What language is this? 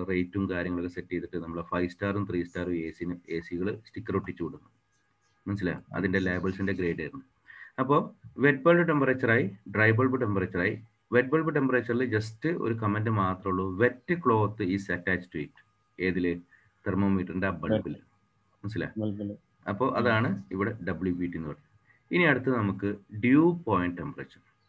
Malayalam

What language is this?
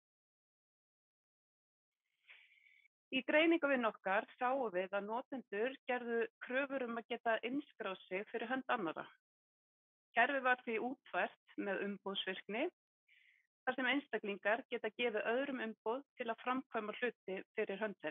Icelandic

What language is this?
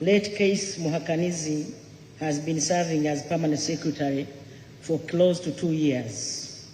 Nyankole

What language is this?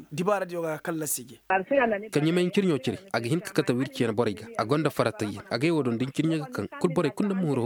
Koyraboro Senni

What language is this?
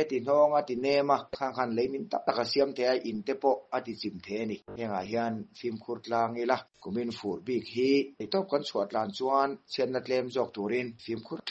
Mizo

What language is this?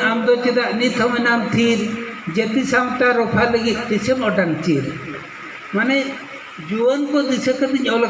Santali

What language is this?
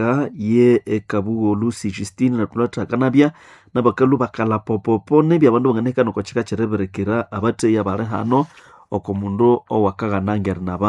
Nande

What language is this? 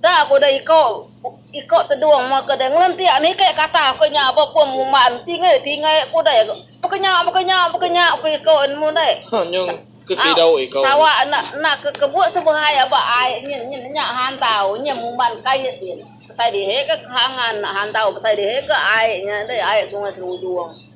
Iban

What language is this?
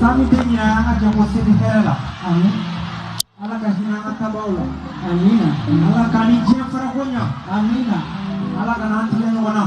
Bambara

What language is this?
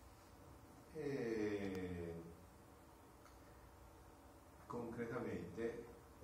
Italian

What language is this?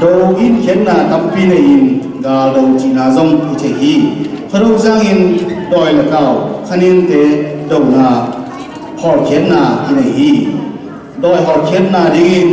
Tedim Chin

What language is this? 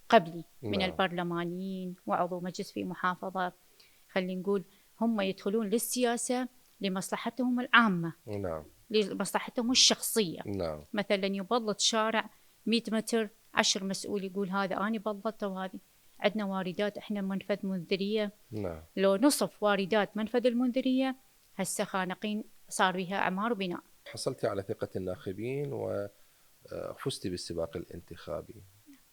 Mesopotamian Arabic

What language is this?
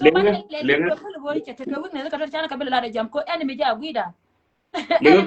Nuer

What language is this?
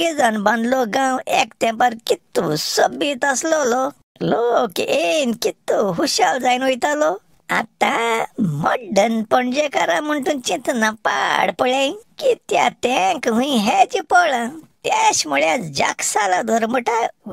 Konkani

